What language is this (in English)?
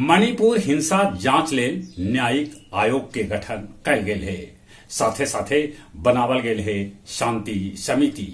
Magahi